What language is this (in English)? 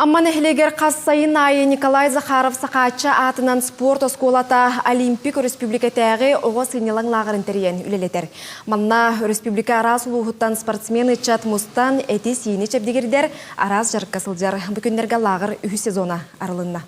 Yakut